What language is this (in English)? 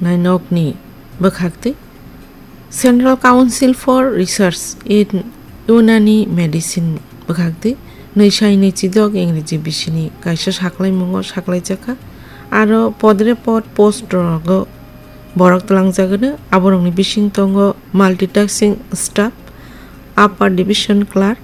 Kok Borok